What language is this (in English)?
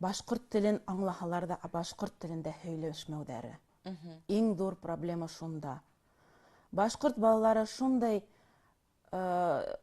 Bashkir